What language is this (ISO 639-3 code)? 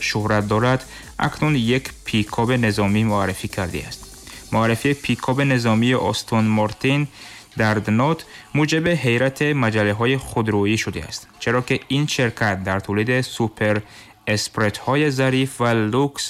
tgk